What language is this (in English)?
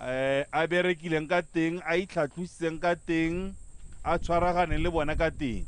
Tswana